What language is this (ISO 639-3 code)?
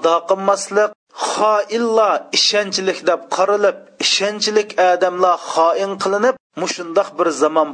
uig